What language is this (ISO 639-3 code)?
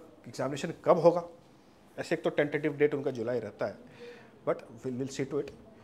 hin